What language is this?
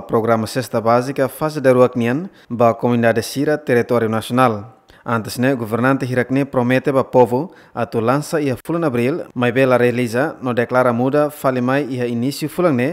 Tetum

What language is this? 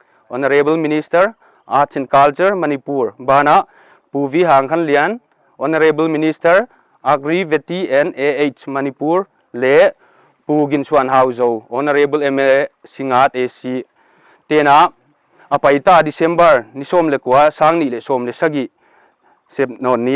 Paite Chin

